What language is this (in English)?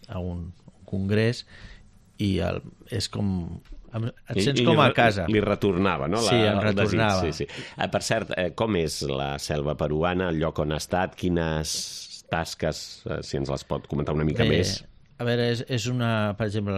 Catalan